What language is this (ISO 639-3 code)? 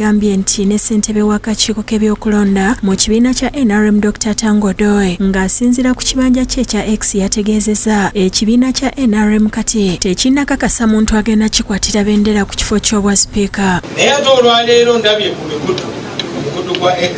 lug